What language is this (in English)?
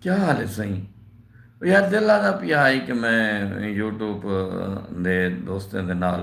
Saraiki